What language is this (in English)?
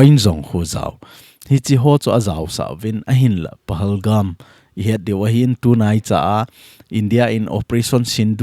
Thado Chin